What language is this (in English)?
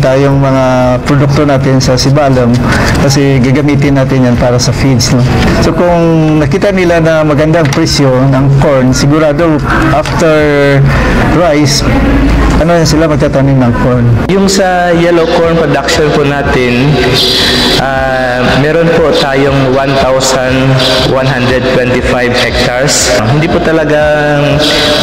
Filipino